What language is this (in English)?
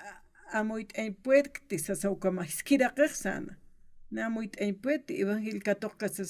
Aymara